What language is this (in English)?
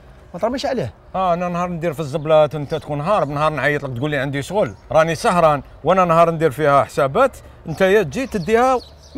Algerian Arabic